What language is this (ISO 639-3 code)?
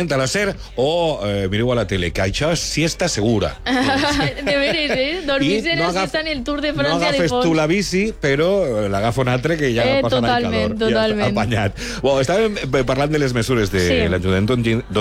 cat